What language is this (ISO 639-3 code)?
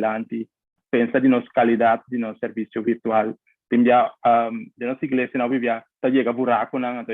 pap